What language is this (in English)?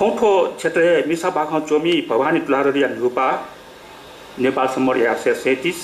Newari